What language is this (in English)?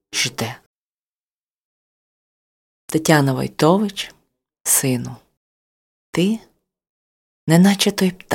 Ukrainian